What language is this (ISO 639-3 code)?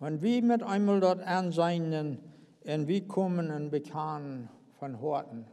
pdt